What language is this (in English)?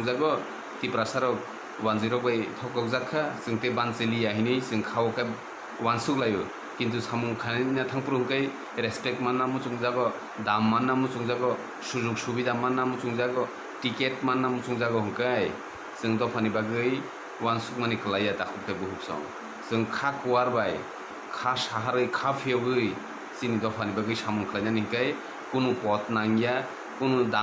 Kok Borok